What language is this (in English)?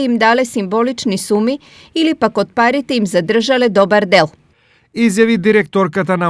Macedonian